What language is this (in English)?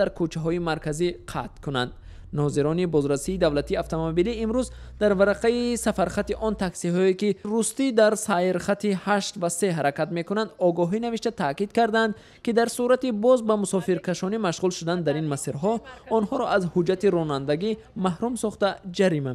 Tajik